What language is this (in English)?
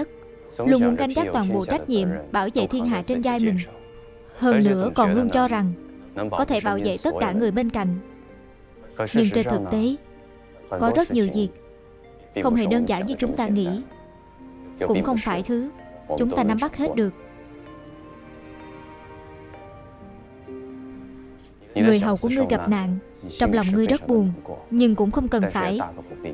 Vietnamese